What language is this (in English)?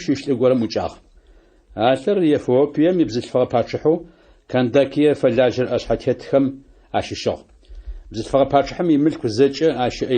Adyghe